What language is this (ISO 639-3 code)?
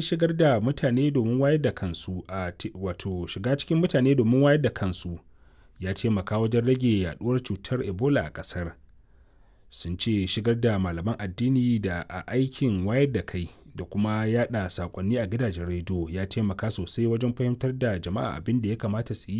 hau